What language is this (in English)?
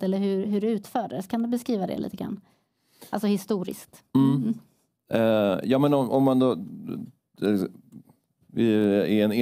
Swedish